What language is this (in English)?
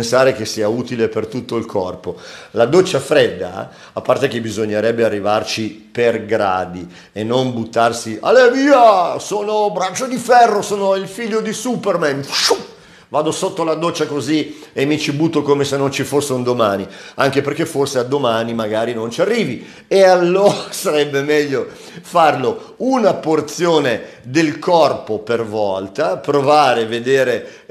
Italian